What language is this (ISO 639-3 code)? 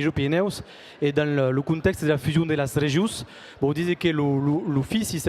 oci